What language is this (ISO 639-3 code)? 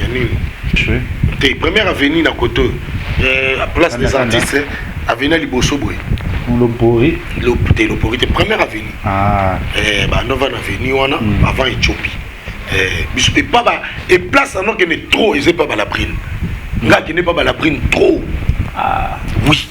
lin